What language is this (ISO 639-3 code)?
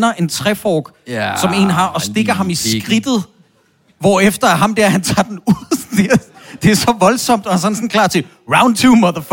dan